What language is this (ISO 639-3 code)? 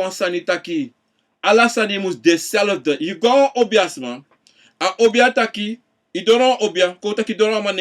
srn